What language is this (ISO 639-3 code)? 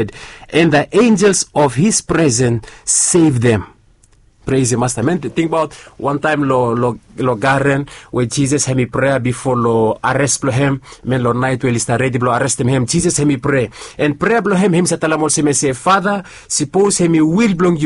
bis